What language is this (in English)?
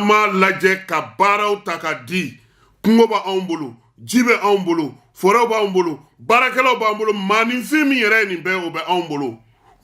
Bambara